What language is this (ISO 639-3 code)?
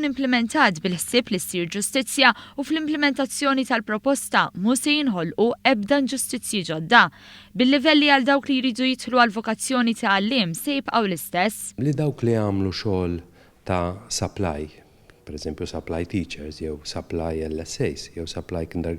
mlt